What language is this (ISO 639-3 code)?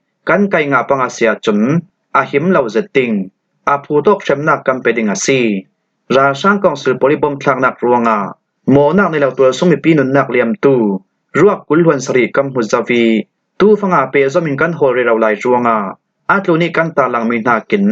cfm